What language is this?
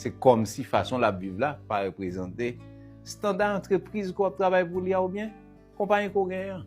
Haitian Creole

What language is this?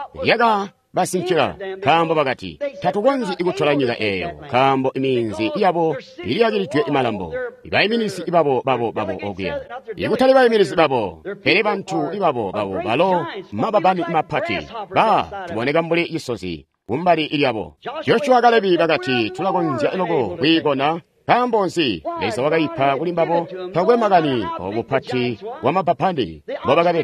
Tonga (Zambia)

